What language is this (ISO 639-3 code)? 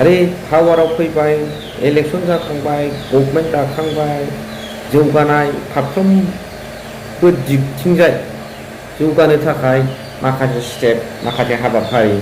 brx